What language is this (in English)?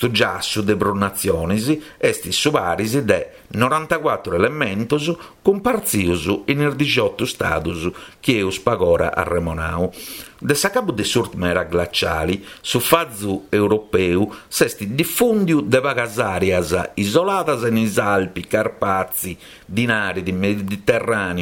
Sardinian